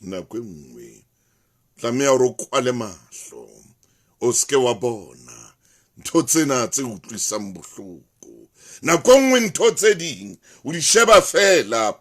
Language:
Southern Sotho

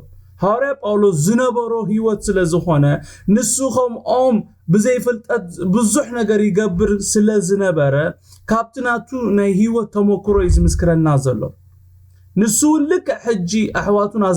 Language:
Tigrinya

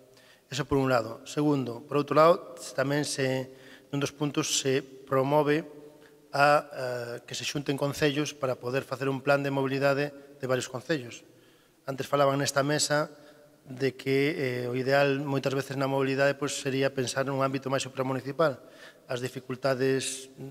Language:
Galician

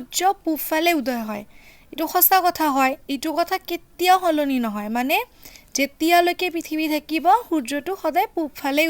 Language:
Assamese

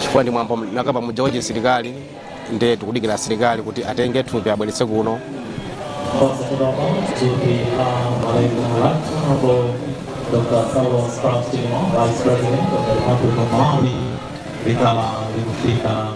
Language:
Nyanja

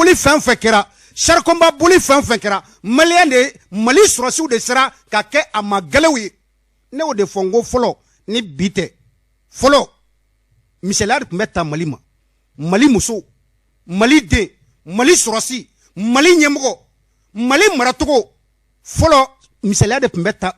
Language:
Bambara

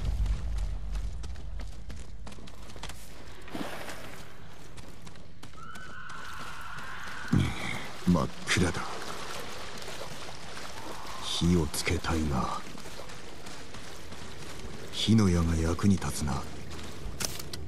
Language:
Japanese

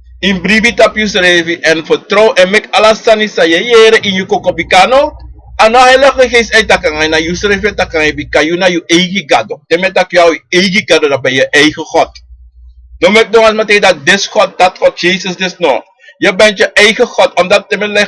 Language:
Sranan Tongo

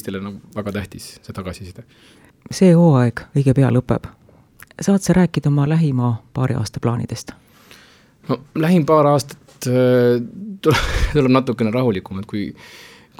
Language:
Estonian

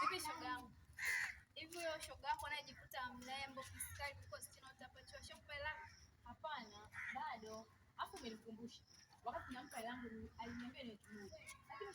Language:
Swahili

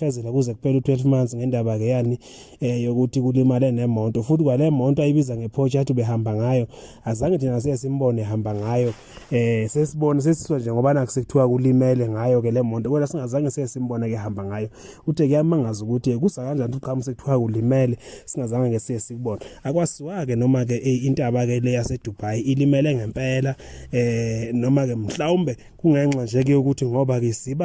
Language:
Zulu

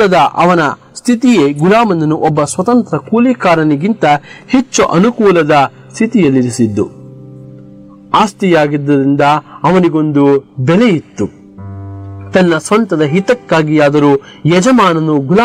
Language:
Kannada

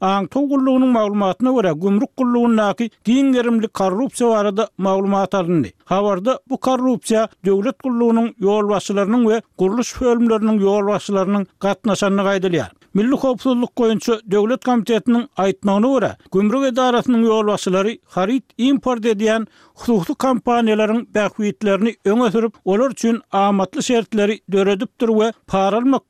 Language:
Turkmen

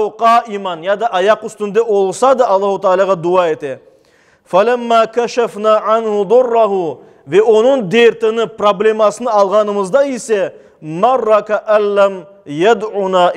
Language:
Crimean Tatar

